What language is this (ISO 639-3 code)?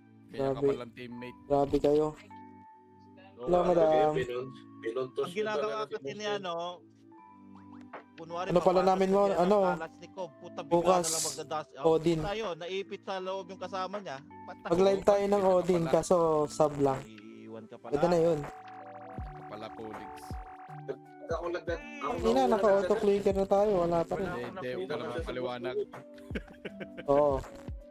fil